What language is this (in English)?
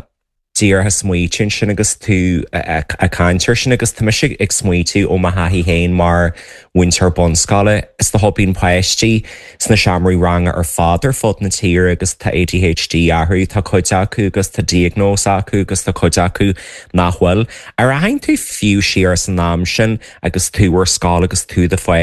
Irish